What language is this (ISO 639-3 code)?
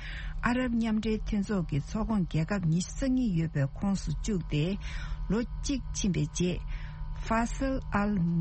bod